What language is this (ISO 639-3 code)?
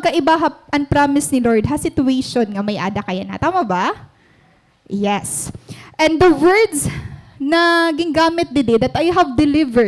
war